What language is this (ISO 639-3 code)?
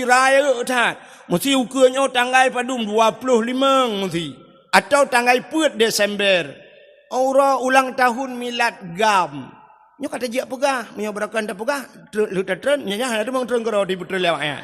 ace